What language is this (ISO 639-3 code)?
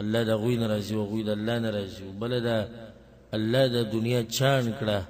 pus